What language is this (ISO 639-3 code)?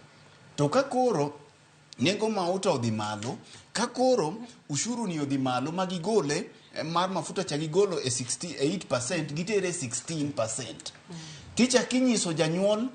luo